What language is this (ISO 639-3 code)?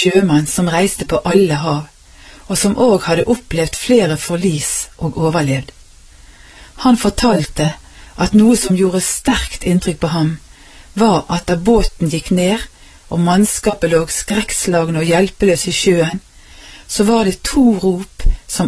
nor